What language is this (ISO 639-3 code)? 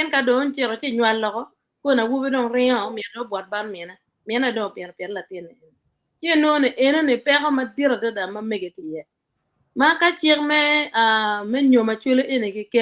ach